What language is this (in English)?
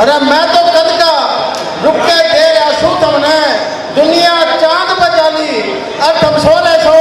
Haryanvi